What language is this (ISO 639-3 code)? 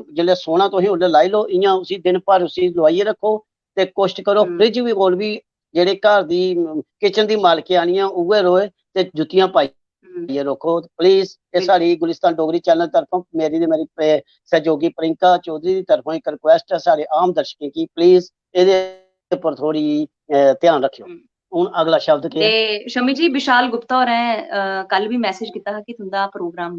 doi